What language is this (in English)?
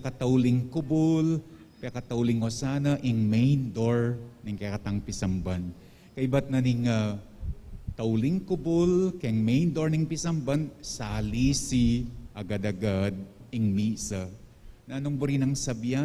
Pampanga